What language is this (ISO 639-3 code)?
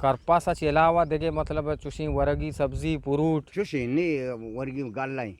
bgp